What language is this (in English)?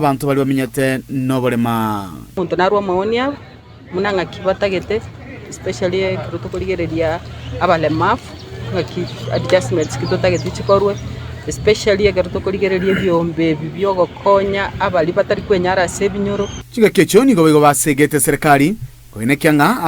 Gusii